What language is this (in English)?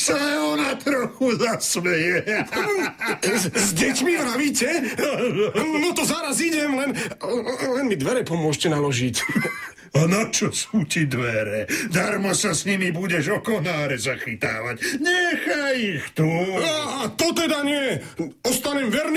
Slovak